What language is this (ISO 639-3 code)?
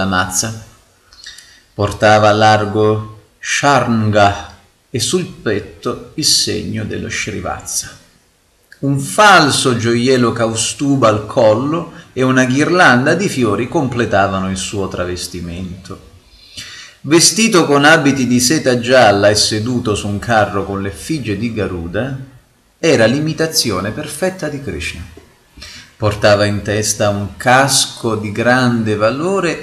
ita